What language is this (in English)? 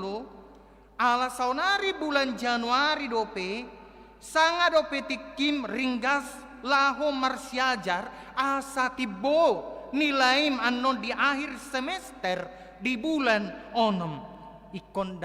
Batak Toba